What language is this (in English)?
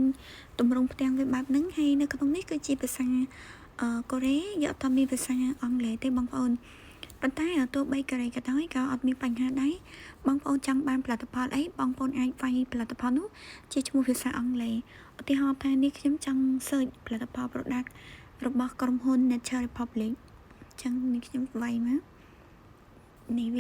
Khmer